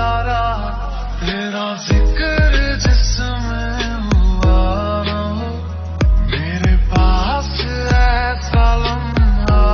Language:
Hindi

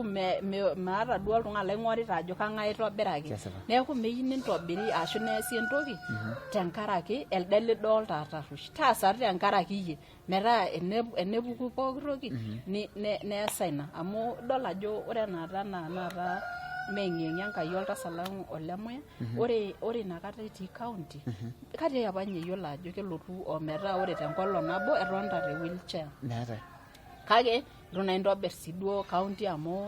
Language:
Masai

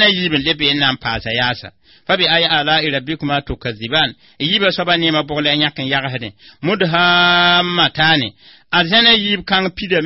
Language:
Mossi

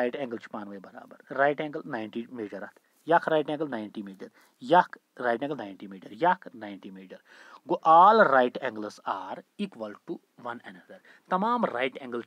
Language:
Kashmiri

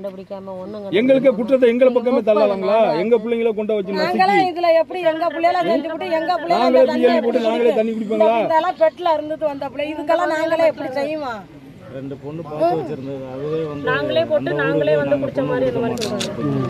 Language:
Tamil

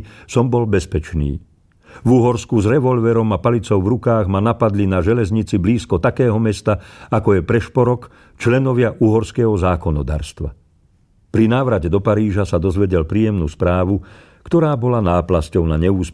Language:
Slovak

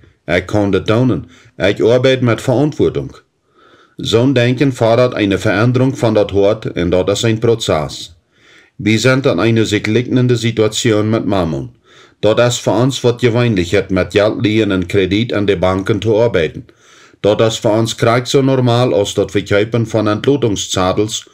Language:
Plautdietsch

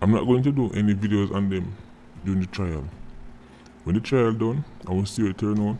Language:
Jamaican Creole English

